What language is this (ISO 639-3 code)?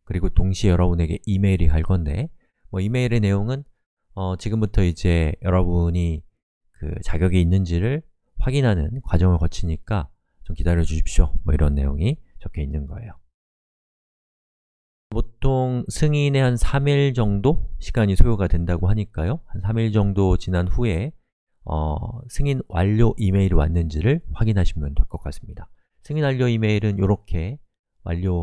kor